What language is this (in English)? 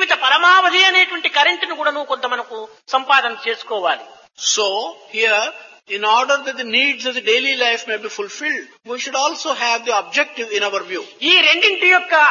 Telugu